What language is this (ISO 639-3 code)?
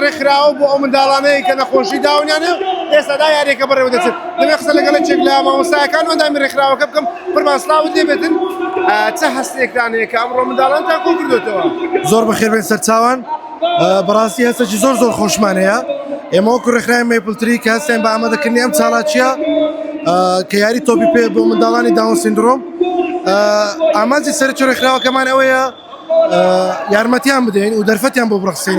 ckb